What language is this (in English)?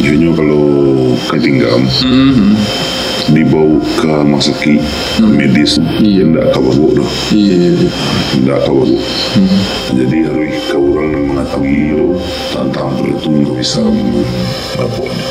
Minangkabau